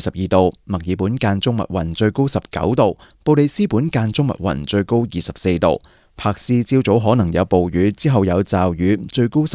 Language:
Cantonese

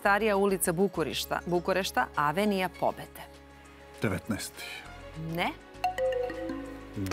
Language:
Serbian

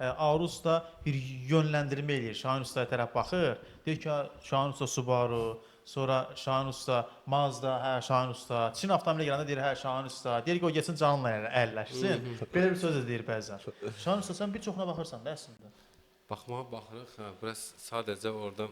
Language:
Azerbaijani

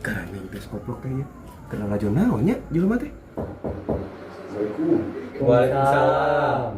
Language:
Sundanese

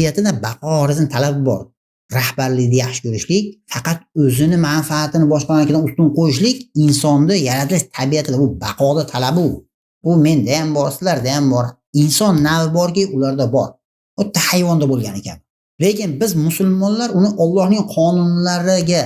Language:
Uzbek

